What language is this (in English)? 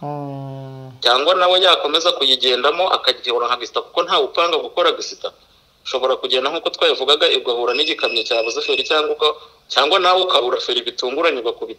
Kinyarwanda